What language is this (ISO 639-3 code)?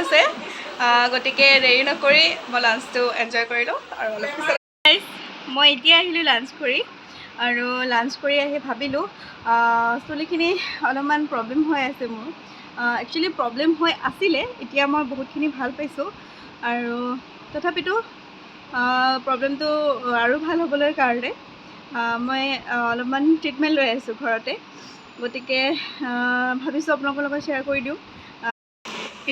asm